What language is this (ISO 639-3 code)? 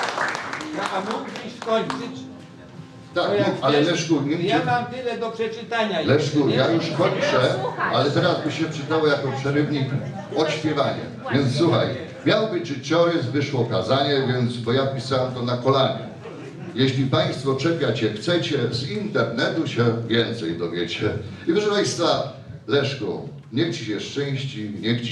pol